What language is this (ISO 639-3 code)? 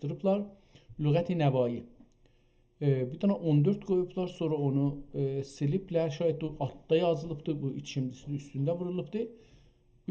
azb